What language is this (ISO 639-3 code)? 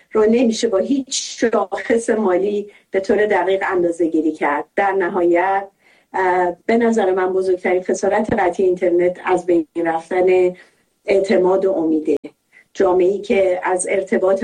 fas